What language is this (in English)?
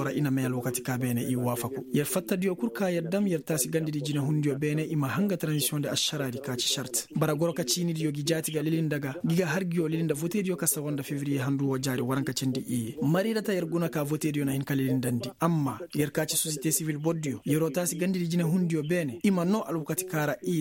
Koyraboro Senni